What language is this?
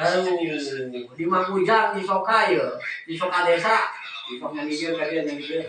Sundanese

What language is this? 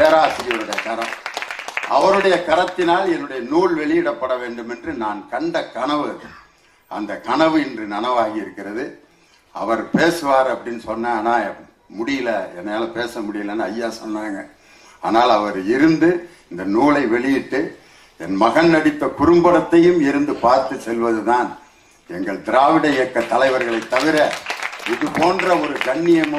Tamil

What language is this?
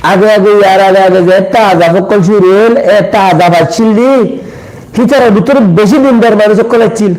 Rohingya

